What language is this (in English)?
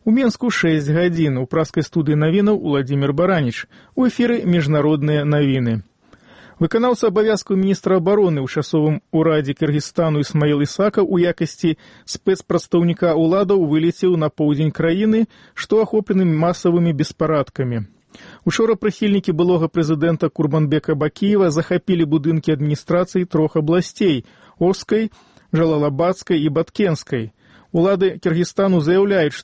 Belarusian